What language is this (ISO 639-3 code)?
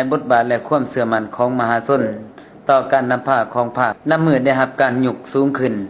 lao